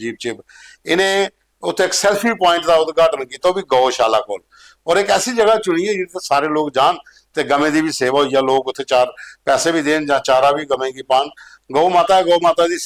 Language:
Dogri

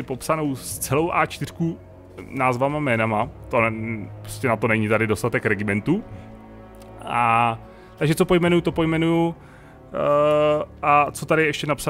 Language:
Czech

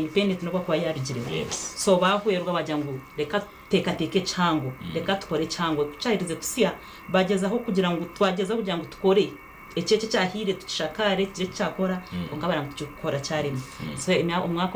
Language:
Nyankole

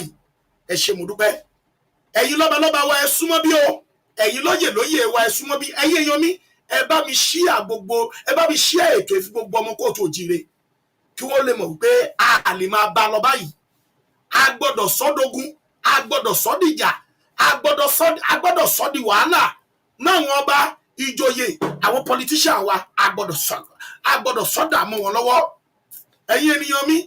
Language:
Yoruba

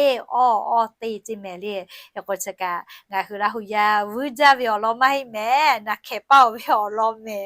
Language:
Lahu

